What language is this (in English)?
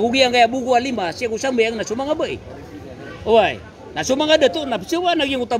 Maranao